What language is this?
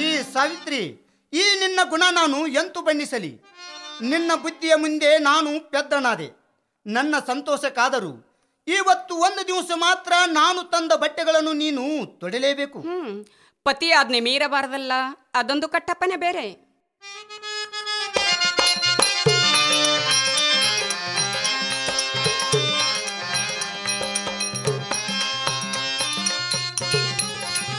Kannada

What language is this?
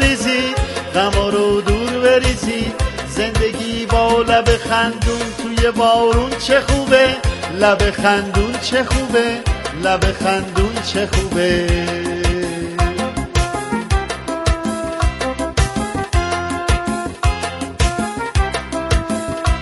Persian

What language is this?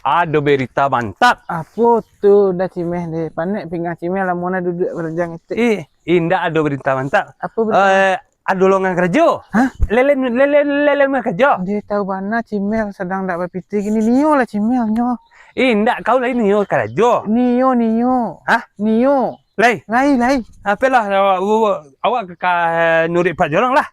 Minangkabau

